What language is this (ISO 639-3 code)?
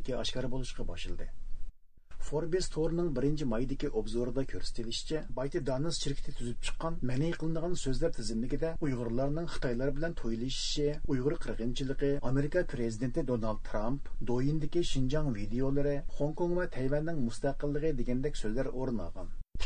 uig